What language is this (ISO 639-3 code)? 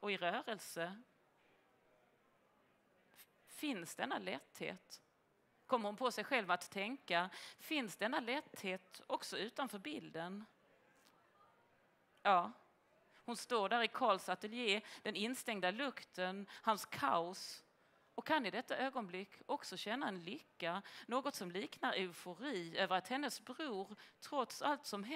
swe